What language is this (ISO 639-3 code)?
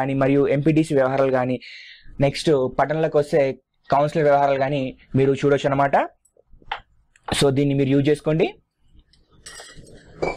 tel